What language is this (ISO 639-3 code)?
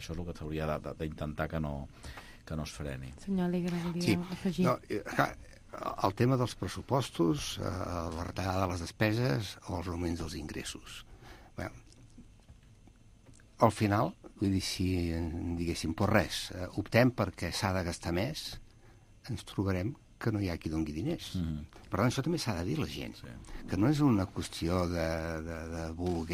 cat